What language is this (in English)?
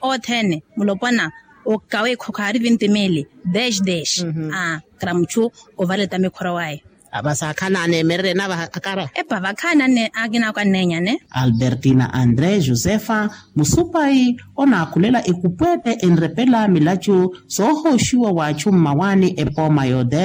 Makhuwa